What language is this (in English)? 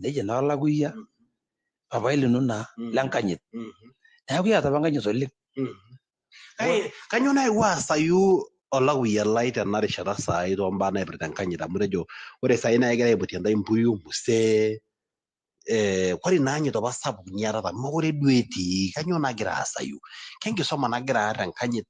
Masai